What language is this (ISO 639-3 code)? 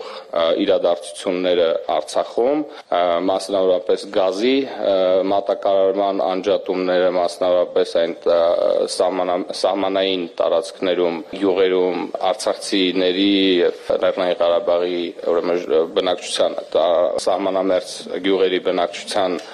hye